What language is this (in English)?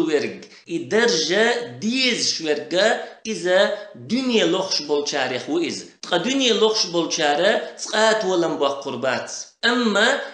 Chechen